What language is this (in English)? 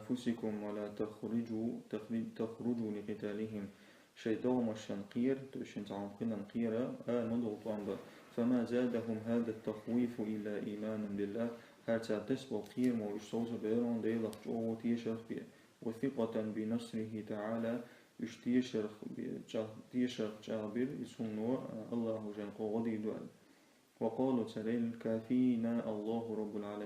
Chechen